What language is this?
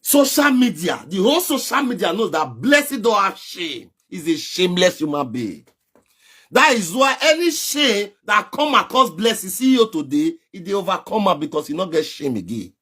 Nigerian Pidgin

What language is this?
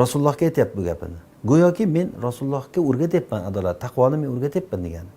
Uzbek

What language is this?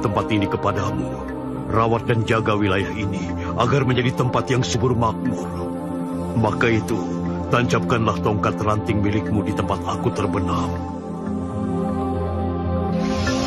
Indonesian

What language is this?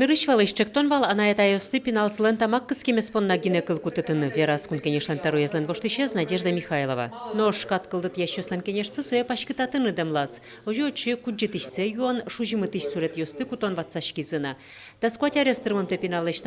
Udmurt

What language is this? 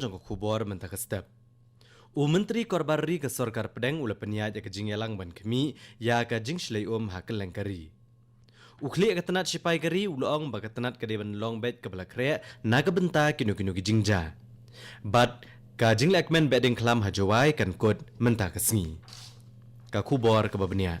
Khasi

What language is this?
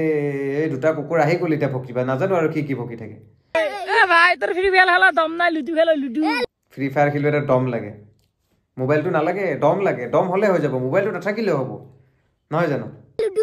Assamese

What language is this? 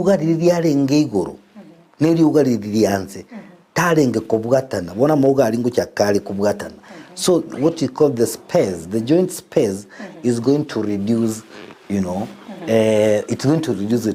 Gusii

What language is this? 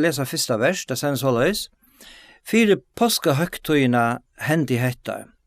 Faroese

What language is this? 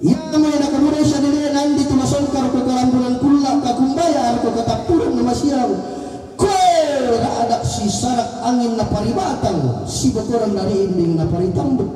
Toraja-Sa'dan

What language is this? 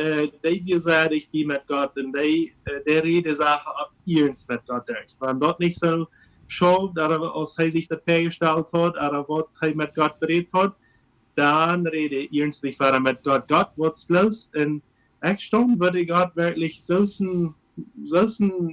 Plautdietsch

